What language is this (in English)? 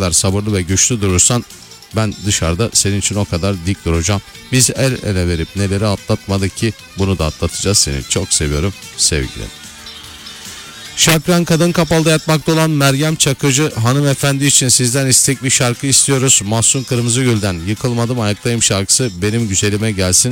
Turkish